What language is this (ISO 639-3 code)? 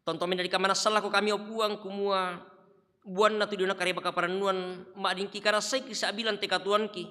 sda